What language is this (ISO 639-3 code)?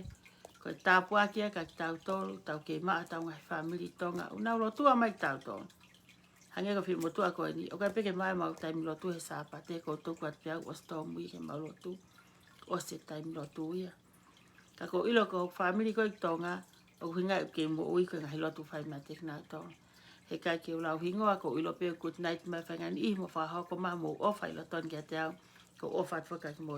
ton